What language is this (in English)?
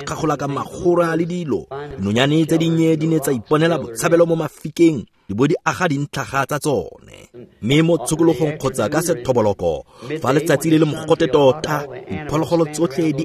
Tswana